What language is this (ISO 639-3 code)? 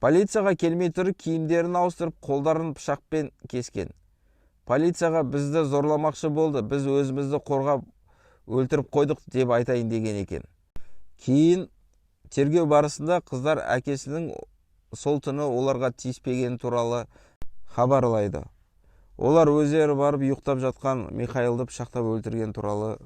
kaz